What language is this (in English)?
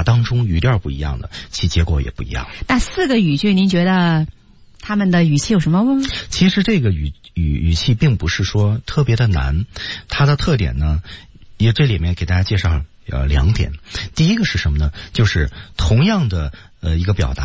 Chinese